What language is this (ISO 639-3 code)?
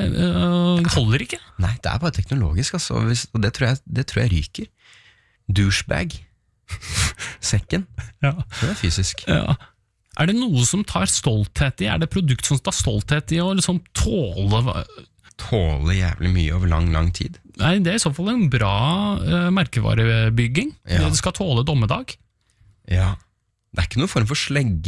nor